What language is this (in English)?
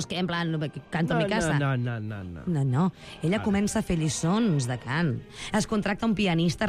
Catalan